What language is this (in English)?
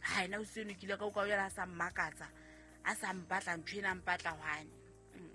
Southern Sotho